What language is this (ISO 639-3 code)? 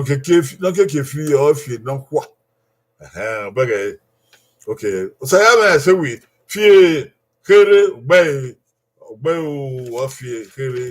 bin